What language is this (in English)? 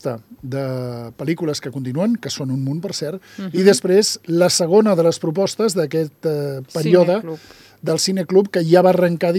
Catalan